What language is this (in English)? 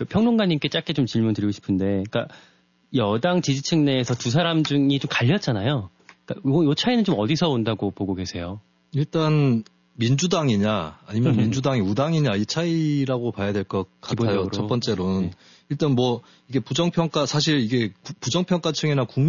Korean